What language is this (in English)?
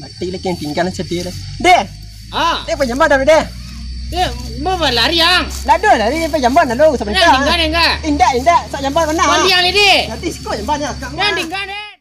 Minangkabau